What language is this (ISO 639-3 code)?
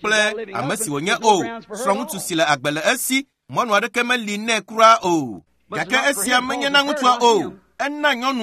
ewe